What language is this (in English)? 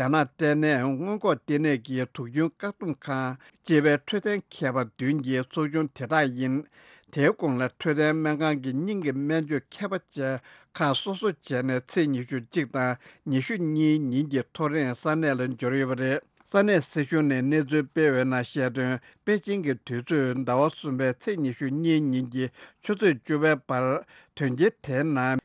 Tibetan